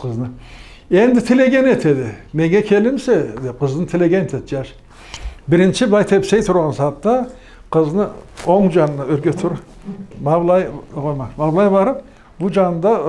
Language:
Karachay-Balkar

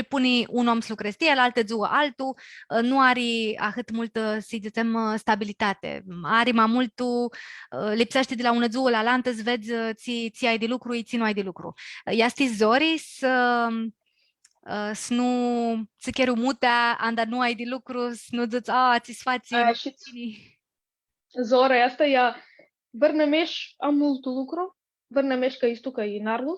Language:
Aromanian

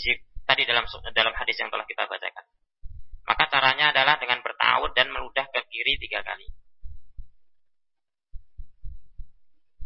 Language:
Indonesian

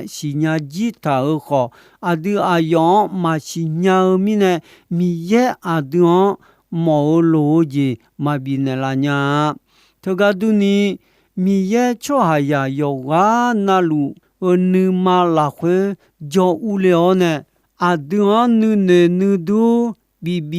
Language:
Akha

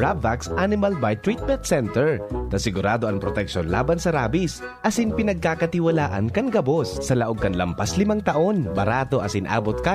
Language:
Bikol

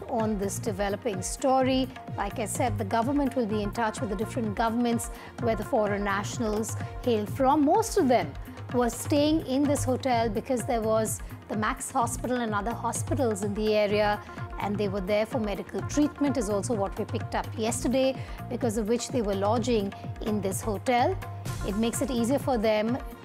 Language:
English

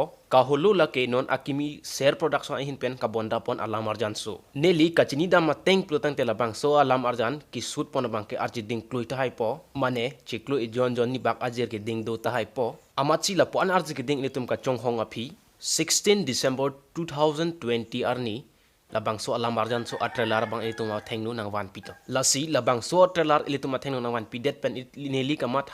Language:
Karbi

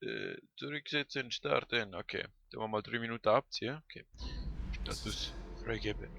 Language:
Swiss German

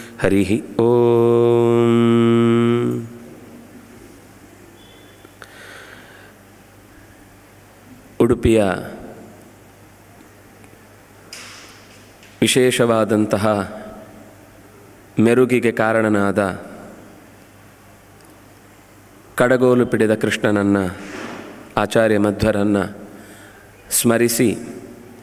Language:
Kannada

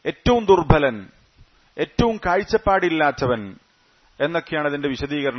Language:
Malayalam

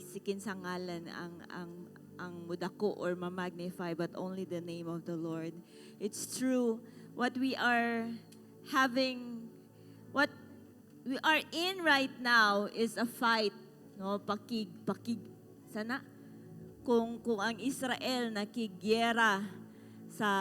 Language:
Cebuano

